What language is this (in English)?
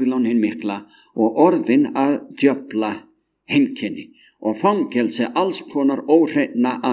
Icelandic